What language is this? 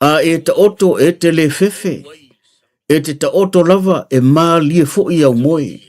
Samoan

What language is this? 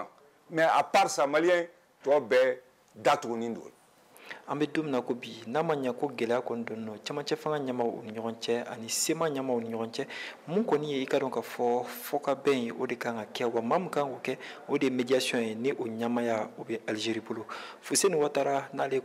Bambara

